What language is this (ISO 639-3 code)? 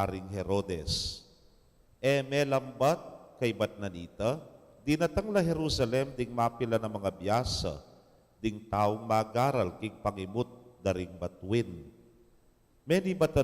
pam